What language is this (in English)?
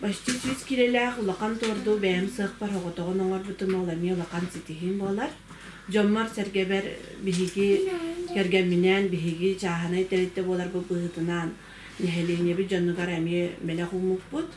Yakut